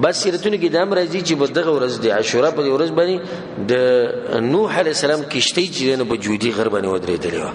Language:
Pashto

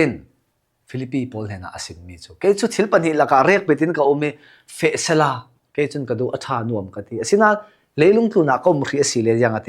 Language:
Falam Chin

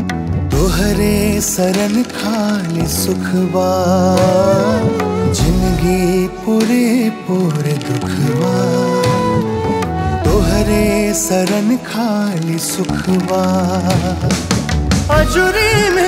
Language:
Bhojpuri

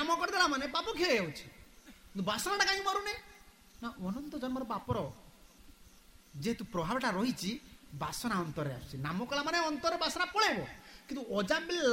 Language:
Odia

